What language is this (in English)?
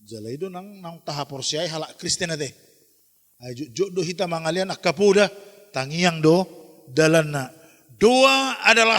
Batak Toba